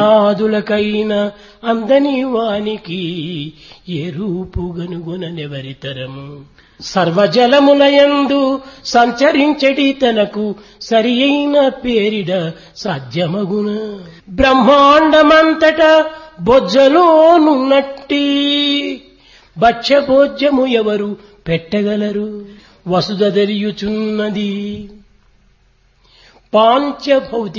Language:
Telugu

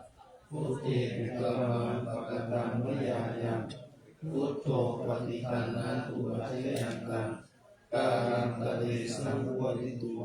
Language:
Pali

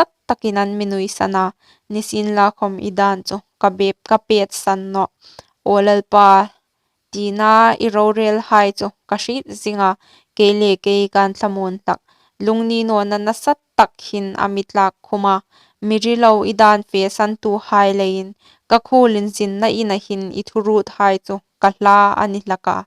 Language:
Hmar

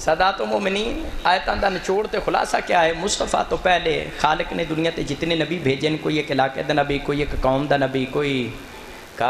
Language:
Saraiki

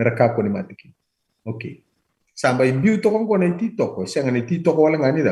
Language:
Fijian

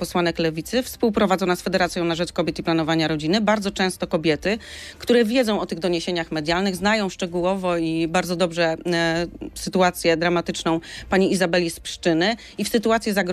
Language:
Polish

